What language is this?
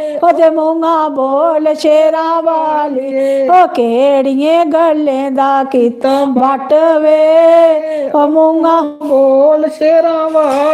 Dogri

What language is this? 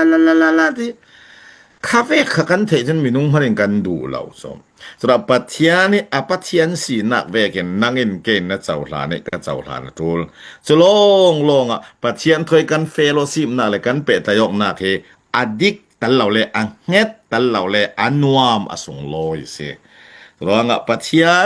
Falam Chin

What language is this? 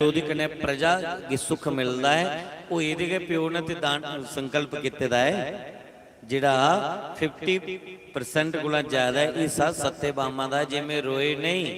Dogri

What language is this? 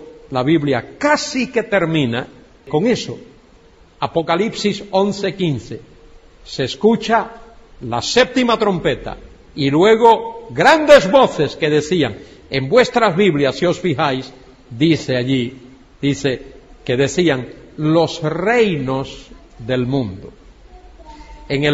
Spanish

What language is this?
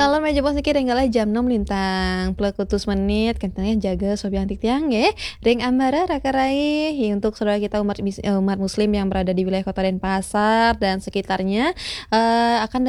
Balinese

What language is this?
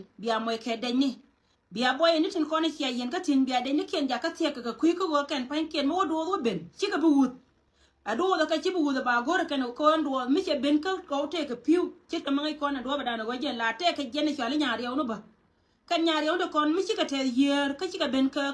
Nuer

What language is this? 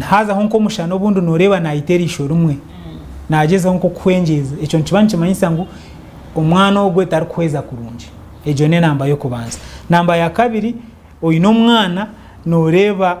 Nyankole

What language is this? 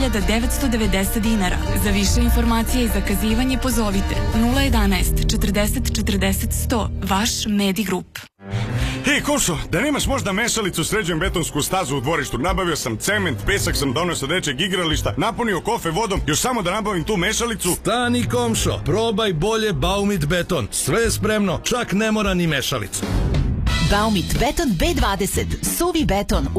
Serbian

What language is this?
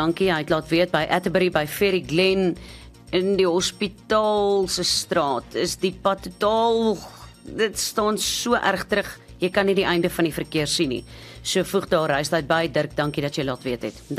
Afrikaans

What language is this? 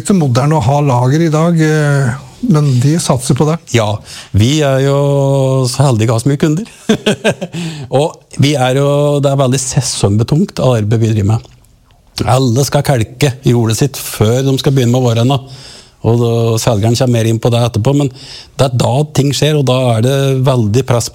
Norwegian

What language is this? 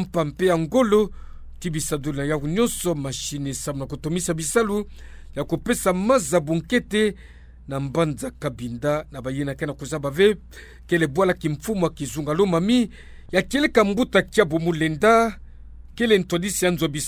Kituba (Democratic Republic of Congo)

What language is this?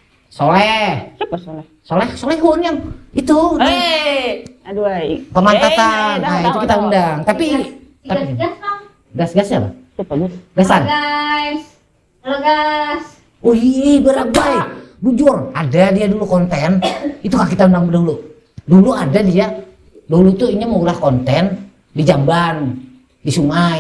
Banjar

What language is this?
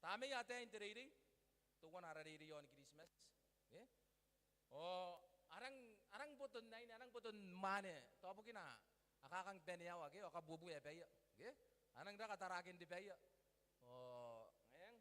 Gilbertese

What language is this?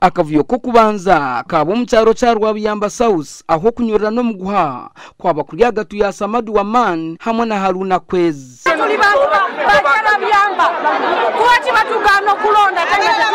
Nyankole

